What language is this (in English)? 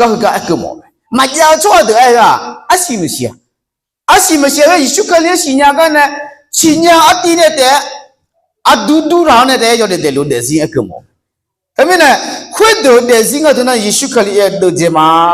Akha